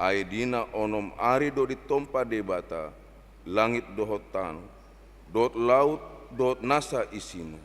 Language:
Batak Toba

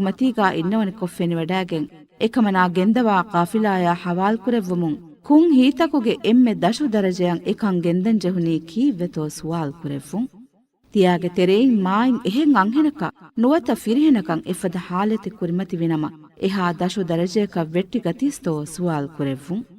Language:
Divehi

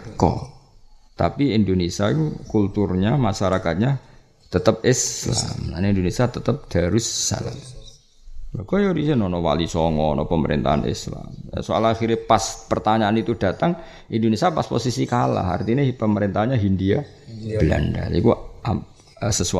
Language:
Indonesian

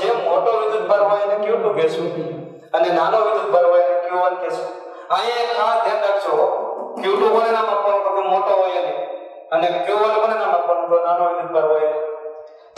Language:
Gujarati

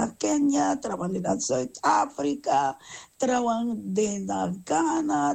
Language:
Sranan Tongo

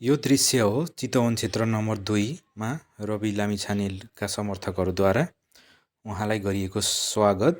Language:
Nepali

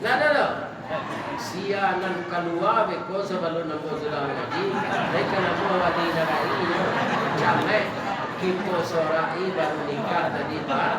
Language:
Minangkabau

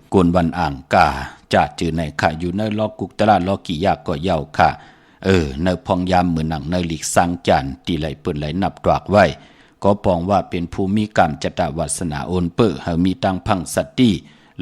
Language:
Shan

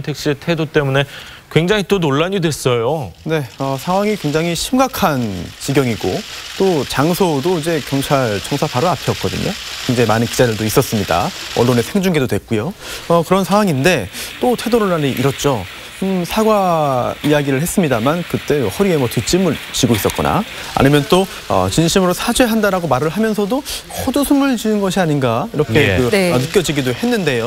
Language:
Korean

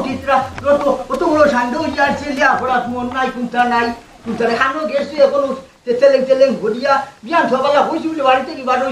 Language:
Sylheti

